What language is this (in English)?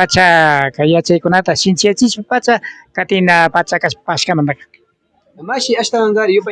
Imbabura Highland Quichua